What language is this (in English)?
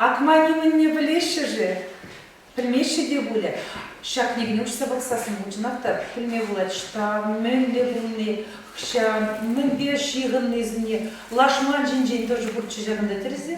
Chuvash